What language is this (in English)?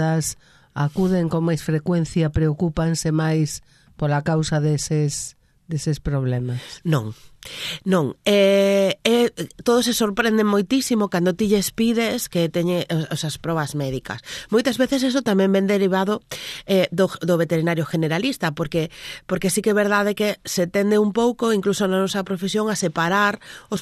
Galician